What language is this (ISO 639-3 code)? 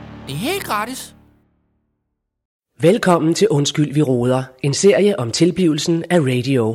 dan